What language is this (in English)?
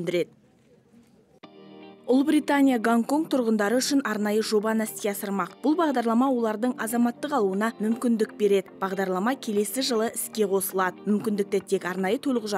Kazakh